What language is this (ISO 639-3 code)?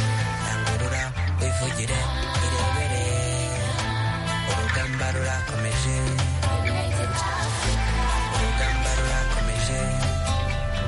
kin